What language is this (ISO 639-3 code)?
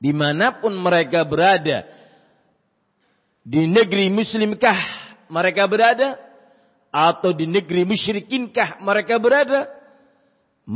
ind